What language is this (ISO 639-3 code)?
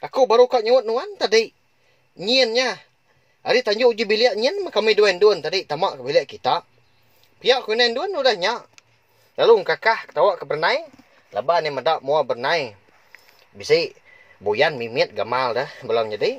iba